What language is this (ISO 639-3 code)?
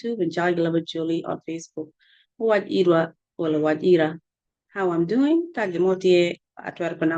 ach